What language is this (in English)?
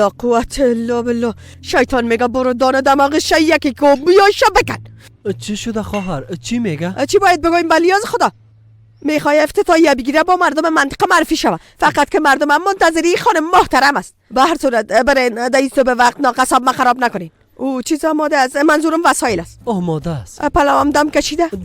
Persian